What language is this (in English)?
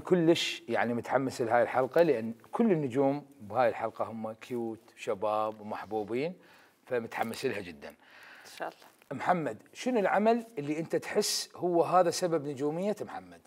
Mesopotamian Arabic